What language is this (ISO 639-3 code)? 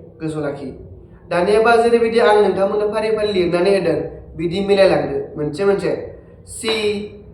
brx